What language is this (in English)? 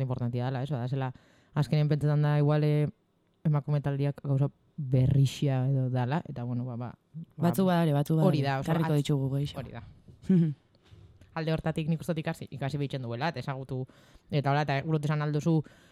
Basque